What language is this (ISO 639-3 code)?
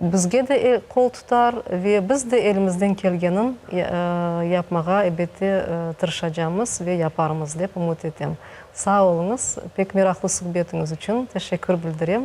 crh